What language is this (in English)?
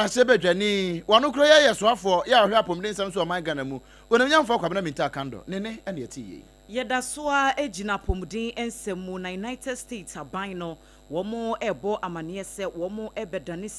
Akan